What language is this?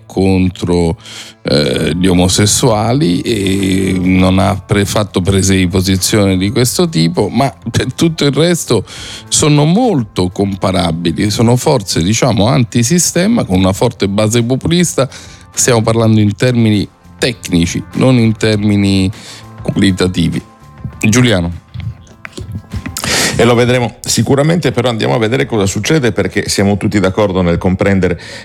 Italian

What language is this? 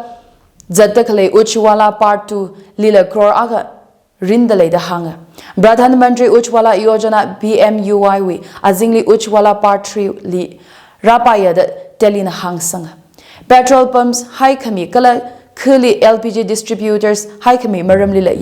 Tangkhul Naga (India)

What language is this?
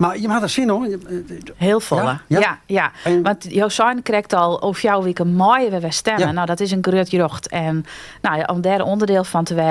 Western Frisian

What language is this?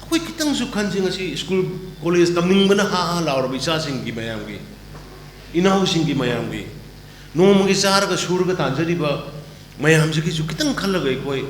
Manipuri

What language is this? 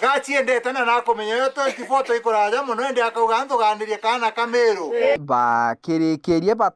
Meru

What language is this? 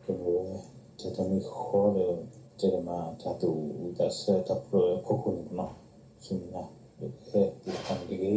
S'gaw Karen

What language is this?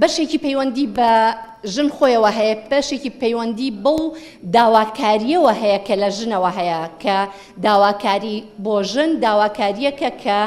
Central Kurdish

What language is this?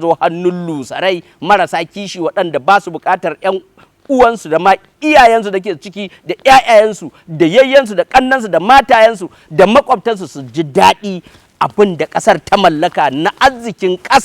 Hausa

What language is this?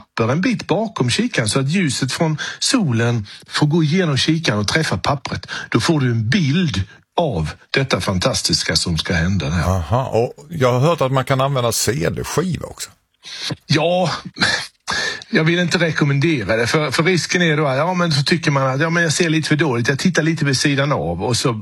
Swedish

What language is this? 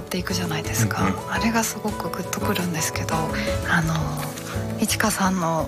Japanese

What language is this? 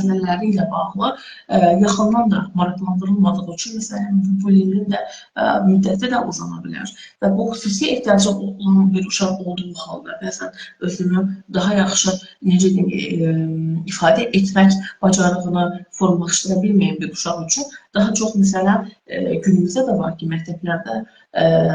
Azerbaijani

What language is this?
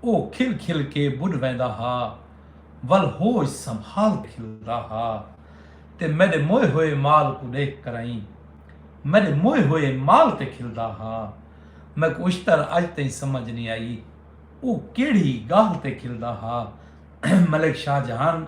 Saraiki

